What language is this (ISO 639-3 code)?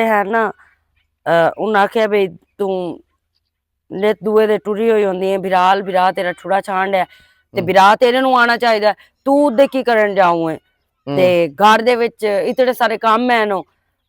lah